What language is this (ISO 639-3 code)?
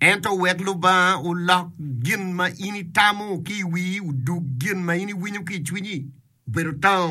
ach